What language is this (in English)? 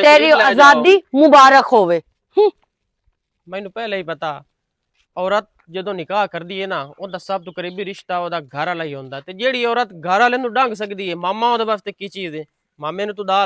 Western Panjabi